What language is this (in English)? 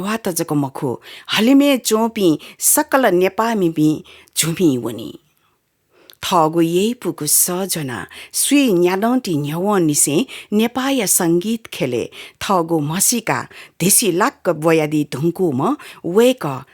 Newari